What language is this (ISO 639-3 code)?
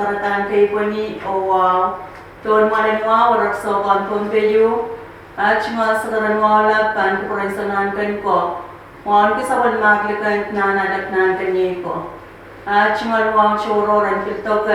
pon